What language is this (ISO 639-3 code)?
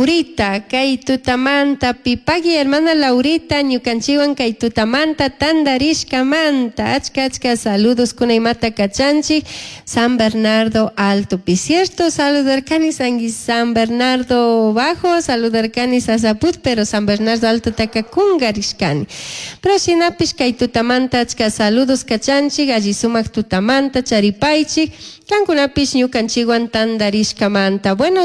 qug